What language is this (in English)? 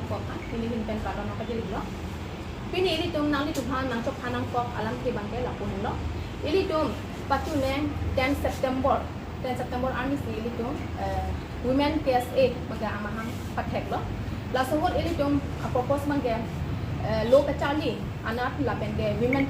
Karbi